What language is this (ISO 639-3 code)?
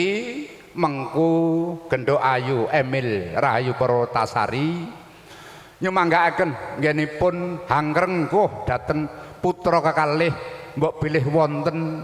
jav